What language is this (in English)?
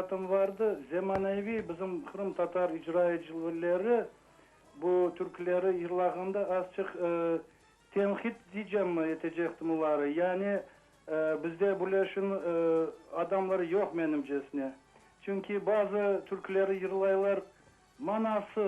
Crimean Tatar